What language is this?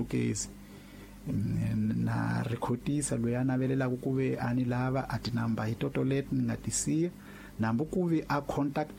Tsonga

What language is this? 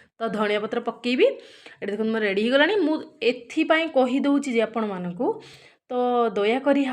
Odia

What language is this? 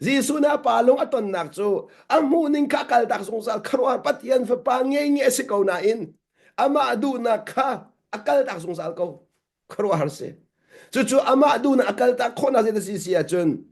Hakha Chin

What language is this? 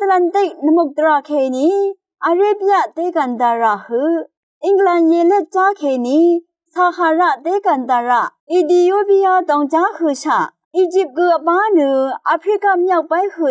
Rawang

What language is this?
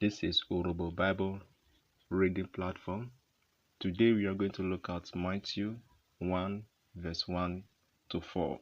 Urhobo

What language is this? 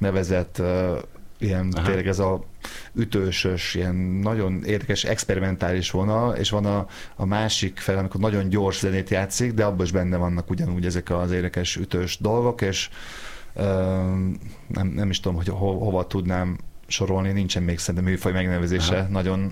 Hungarian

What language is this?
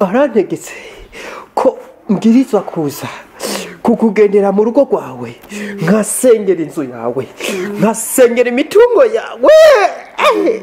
Rundi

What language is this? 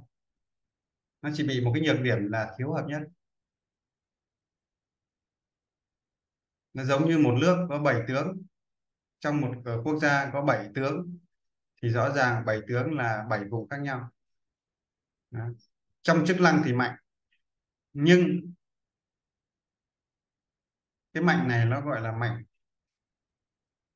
Vietnamese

